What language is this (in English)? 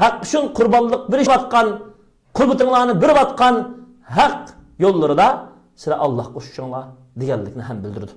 Uyghur